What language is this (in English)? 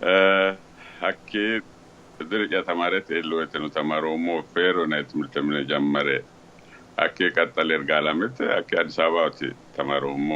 Sidamo